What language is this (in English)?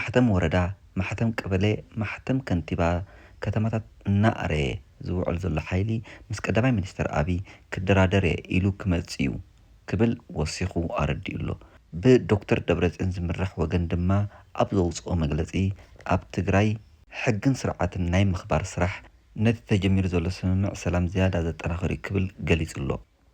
Tigrinya